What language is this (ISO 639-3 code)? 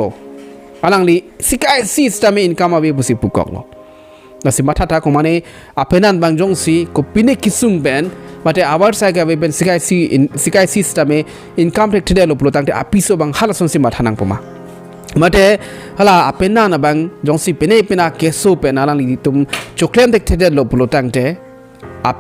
mjw